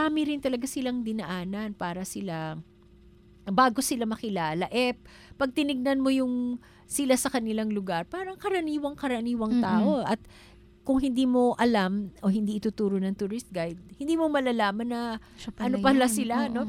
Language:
Filipino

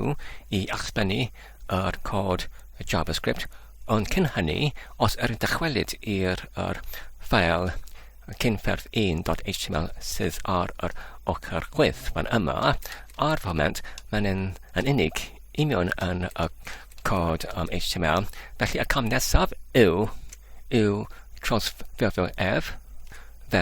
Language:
Welsh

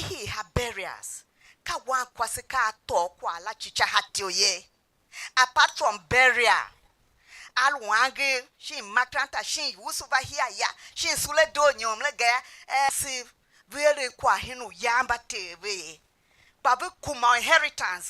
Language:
Tiv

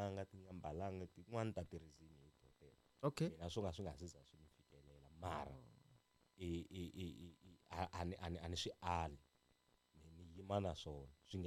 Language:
Tsonga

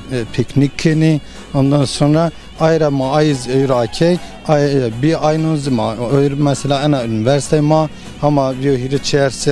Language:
Zaza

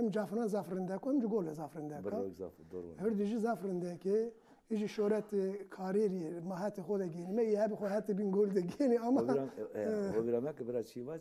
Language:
Zaza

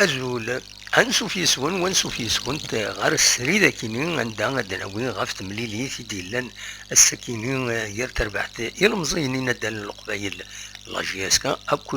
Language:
Kabyle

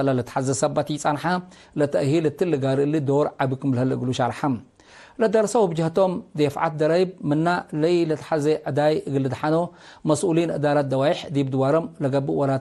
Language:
Tigre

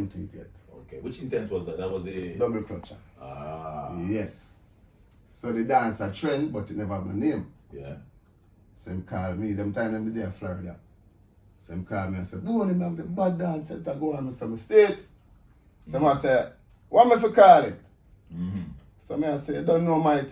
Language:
Jamaican Creole English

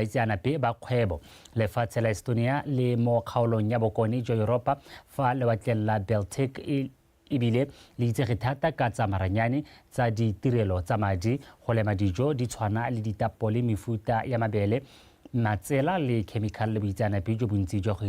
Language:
Tswana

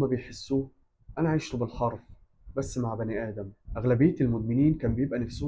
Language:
Egyptian Arabic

